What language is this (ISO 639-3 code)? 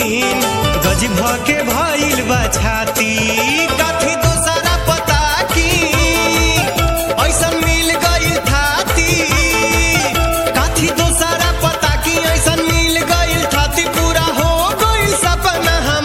bho